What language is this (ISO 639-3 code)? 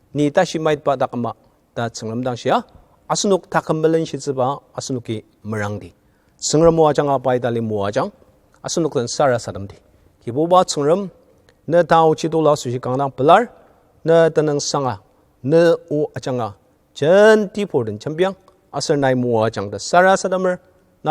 njo